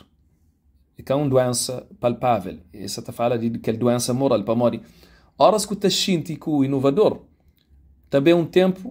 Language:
Kabuverdianu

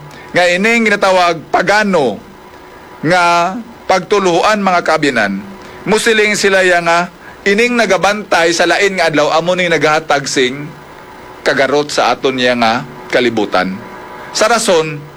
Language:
Hiligaynon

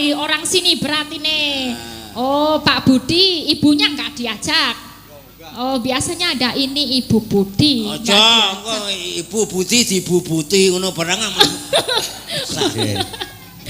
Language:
Javanese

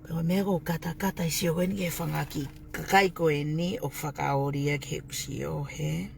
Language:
Tongan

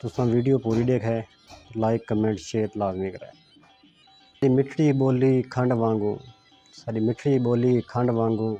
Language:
Saraiki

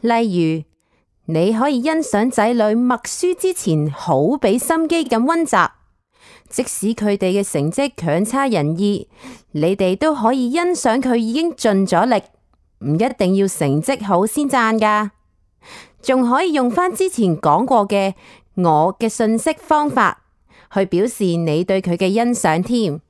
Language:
Cantonese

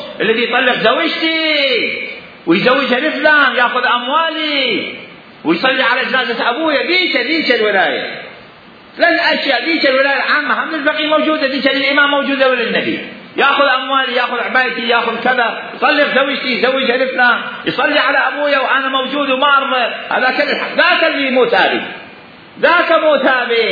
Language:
Mesopotamian Arabic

